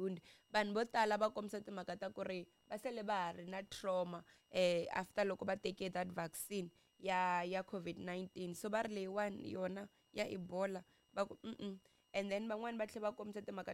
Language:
Tsonga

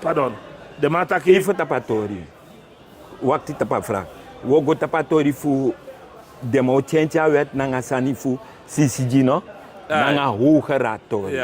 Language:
Sranan Tongo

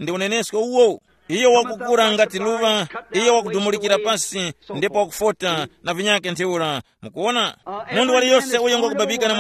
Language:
Tumbuka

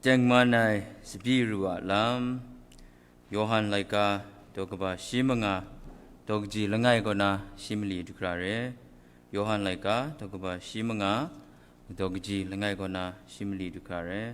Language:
Kachin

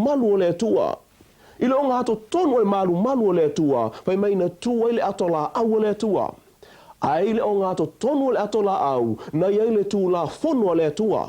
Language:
Samoan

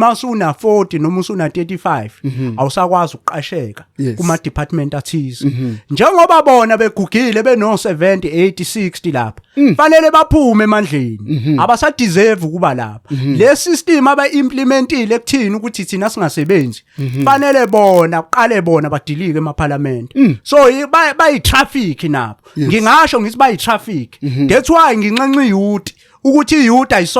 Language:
Zulu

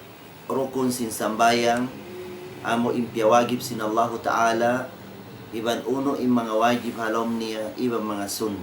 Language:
Tausug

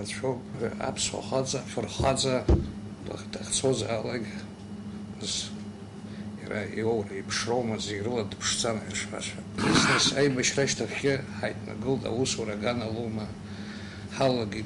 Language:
Abkhazian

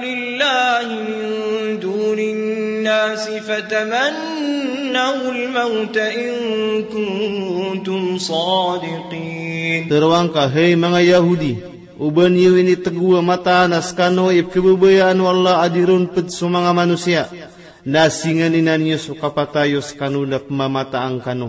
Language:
Maranao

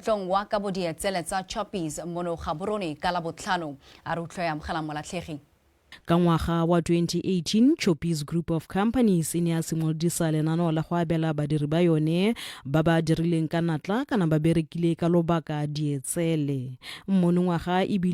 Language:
Tswana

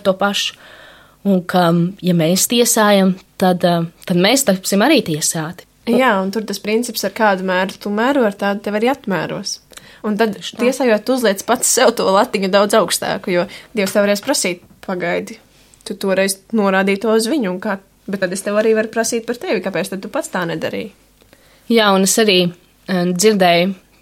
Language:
Latvian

